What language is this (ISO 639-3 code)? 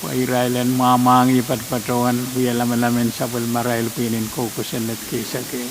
pon